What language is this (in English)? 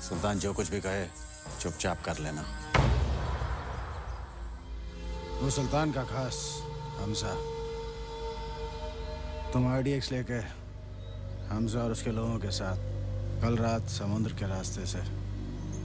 Hindi